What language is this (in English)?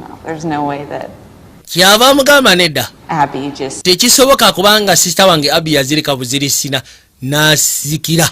Ganda